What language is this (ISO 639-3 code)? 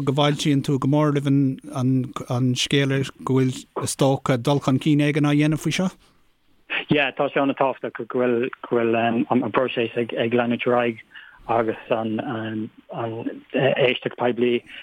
gle